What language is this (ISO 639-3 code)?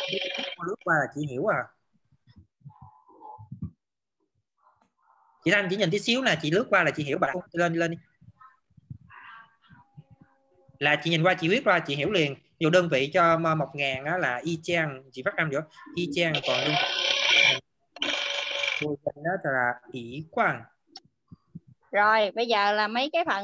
vie